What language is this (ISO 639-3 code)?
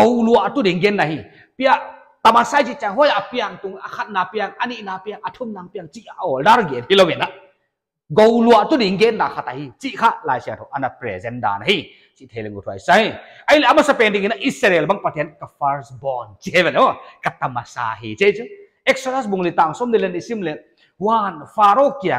pck